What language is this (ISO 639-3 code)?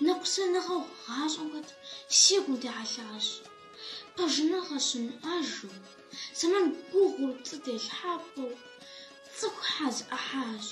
kbd